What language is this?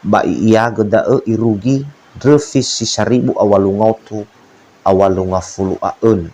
Nias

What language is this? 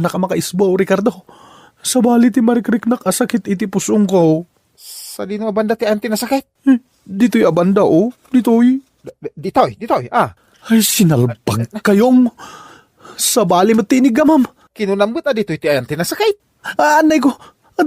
Iloko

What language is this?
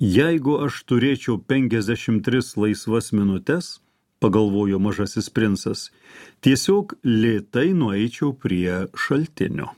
Lithuanian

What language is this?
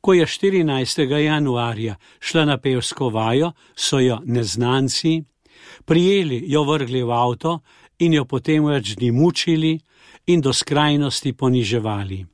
Slovenian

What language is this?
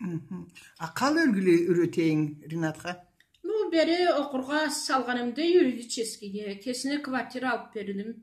Karachay-Balkar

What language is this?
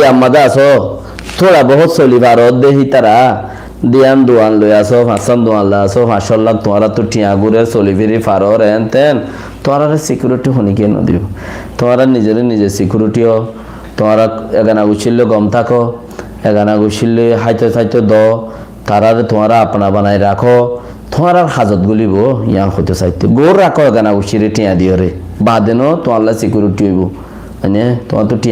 Rohingya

